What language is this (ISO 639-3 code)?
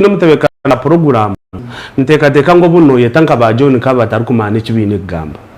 nyn